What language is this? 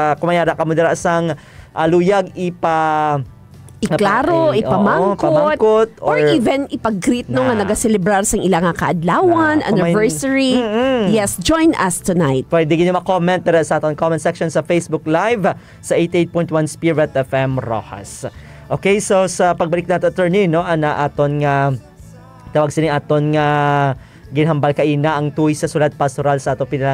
Hiligaynon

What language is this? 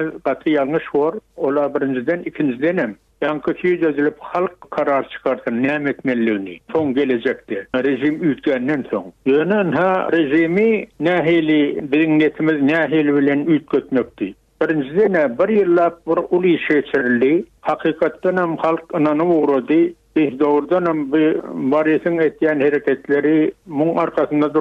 Turkmen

